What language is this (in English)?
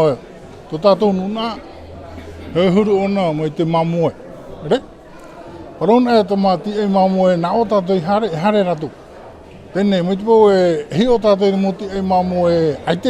Tahitian